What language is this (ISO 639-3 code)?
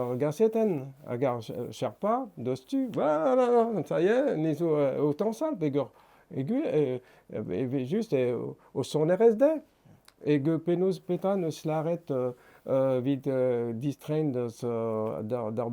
bre